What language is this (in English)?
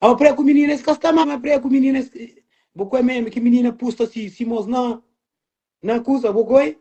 Kabuverdianu